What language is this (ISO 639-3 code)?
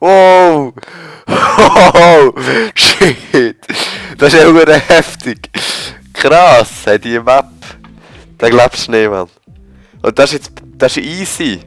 gsw